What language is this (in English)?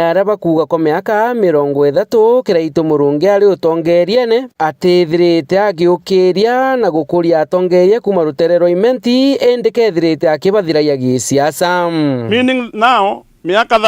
Meru